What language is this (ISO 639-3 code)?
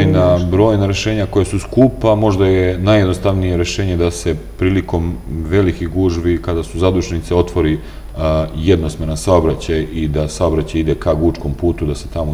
srp